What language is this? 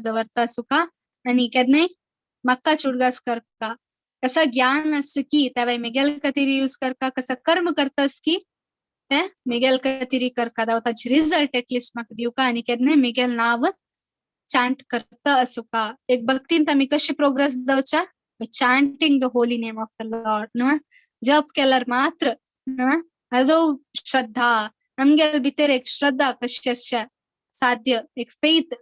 Konkani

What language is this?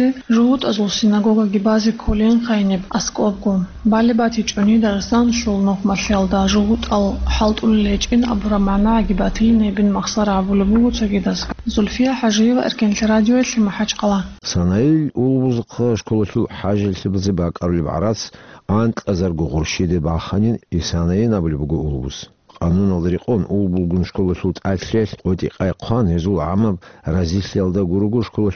Avaric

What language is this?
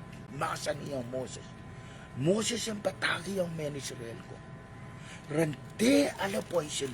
Pohnpeian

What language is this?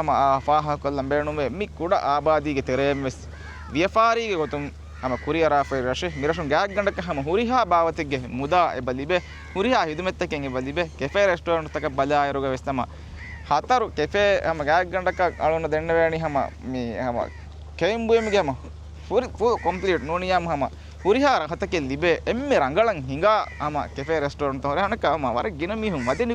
Divehi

